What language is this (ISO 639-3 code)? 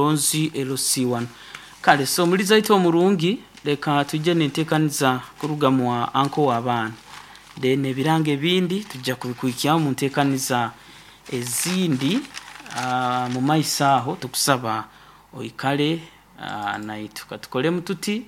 nyo